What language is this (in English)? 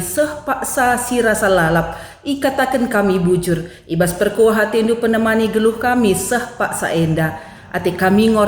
Batak Karo